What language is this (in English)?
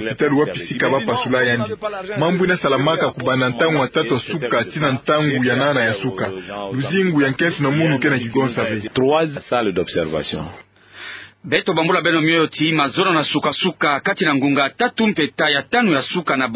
Kituba (Democratic Republic of Congo)